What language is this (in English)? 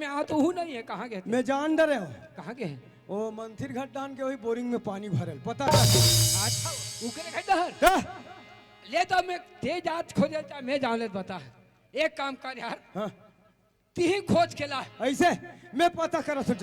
Chhattisgarhi